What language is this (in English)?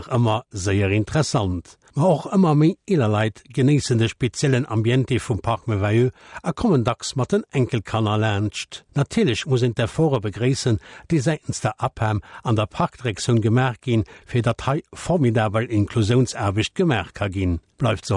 Luxembourgish